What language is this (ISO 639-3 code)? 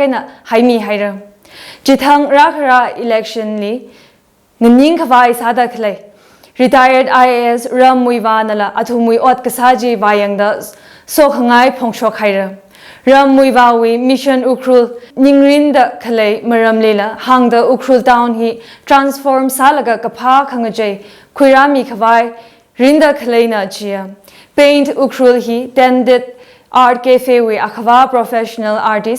nmf